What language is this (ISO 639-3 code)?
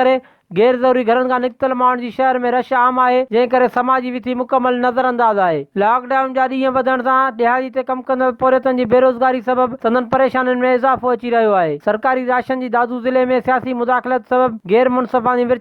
snd